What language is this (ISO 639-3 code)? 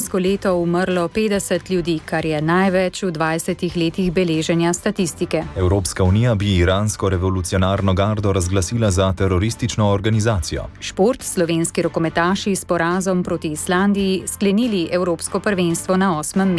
slv